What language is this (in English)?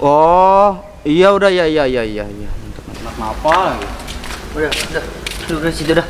Betawi